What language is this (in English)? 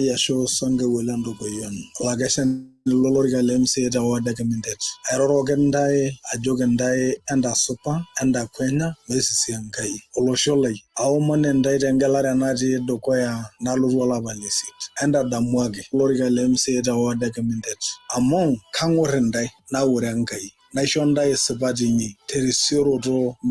Masai